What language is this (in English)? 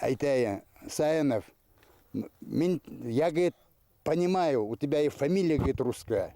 Bashkir